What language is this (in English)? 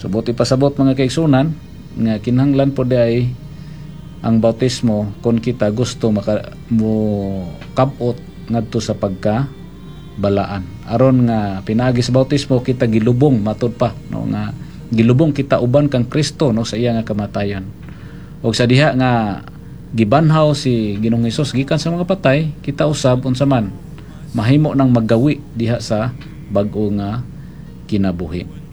Cebuano